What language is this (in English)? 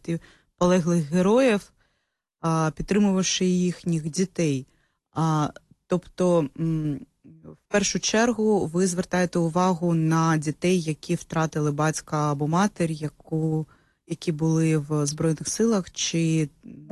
Ukrainian